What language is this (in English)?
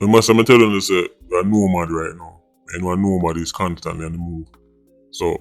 Jamaican Creole English